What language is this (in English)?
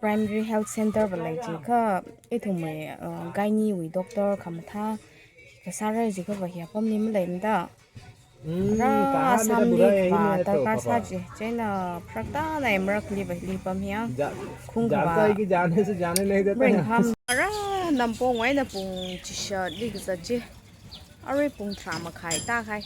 Tangkhul Naga (India)